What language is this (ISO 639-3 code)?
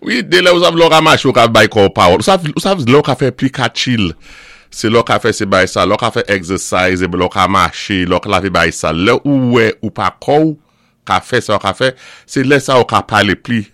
acf